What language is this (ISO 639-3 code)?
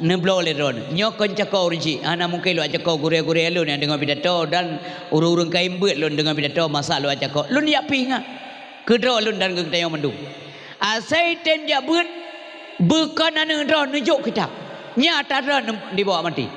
ace